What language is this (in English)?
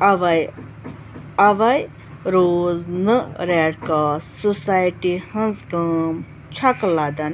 Kashmiri